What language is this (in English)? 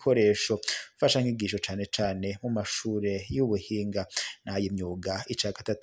Rundi